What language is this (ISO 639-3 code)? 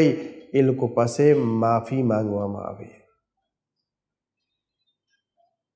guj